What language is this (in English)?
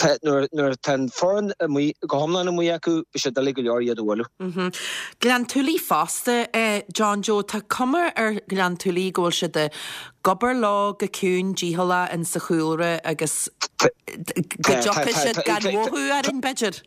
Irish